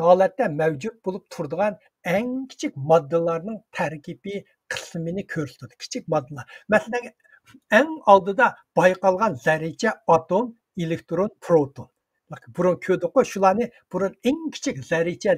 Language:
Uyghur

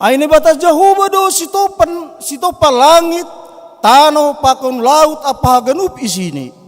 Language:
Batak Simalungun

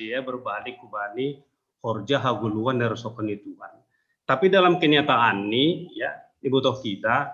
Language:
Batak Simalungun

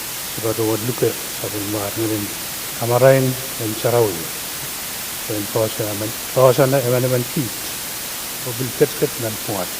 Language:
Pohnpeian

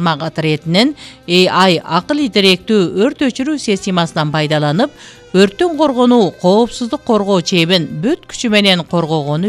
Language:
Kyrgyz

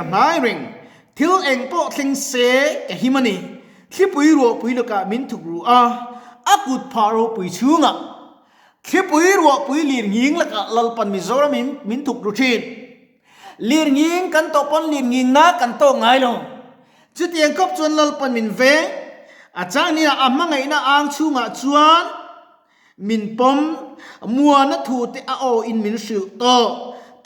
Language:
Mizo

